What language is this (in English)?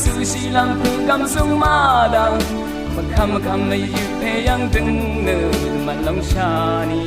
Rawang